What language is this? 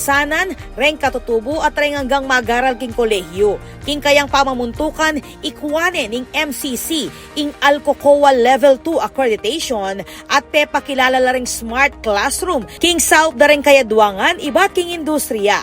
Pampanga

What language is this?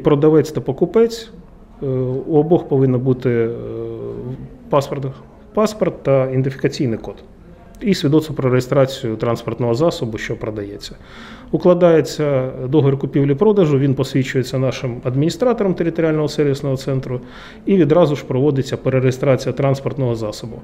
Ukrainian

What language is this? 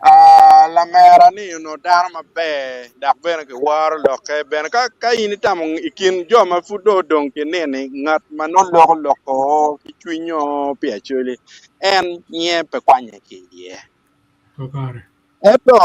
Acoli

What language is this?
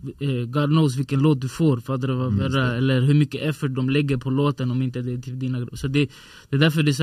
Swedish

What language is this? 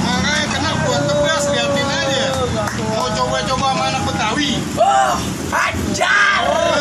Betawi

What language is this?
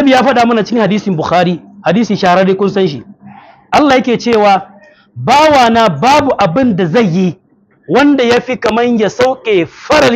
Hausa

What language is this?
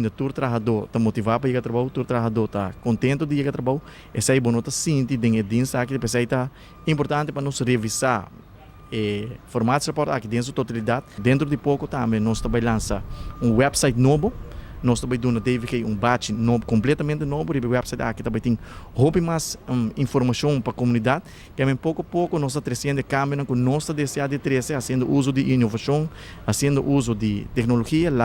Papiamento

